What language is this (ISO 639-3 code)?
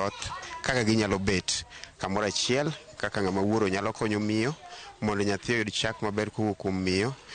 luo